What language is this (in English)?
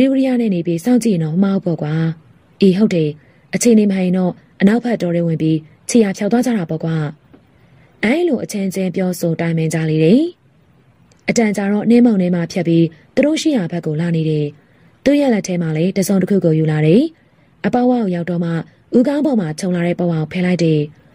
Burmese